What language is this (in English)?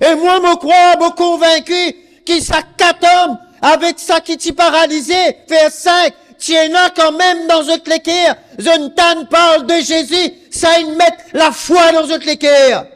Morisyen